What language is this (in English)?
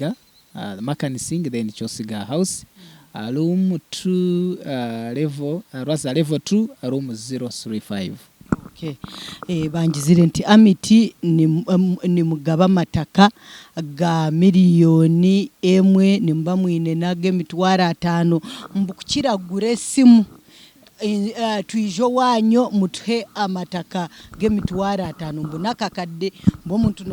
Nyankole